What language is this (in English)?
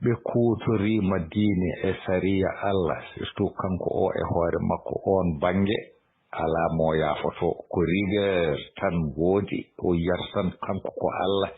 Fula